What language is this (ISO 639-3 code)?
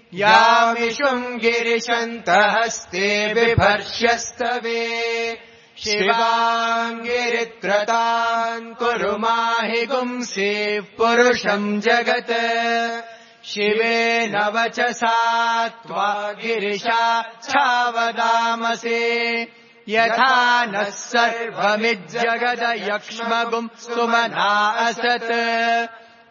san